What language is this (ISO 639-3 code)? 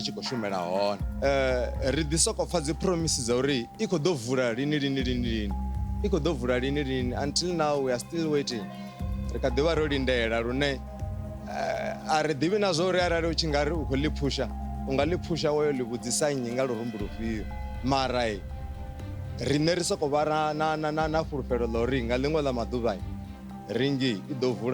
ven